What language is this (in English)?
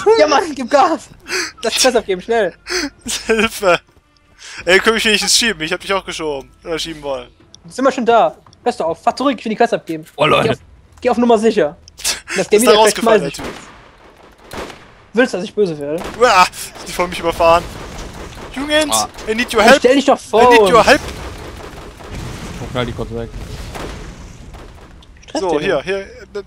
German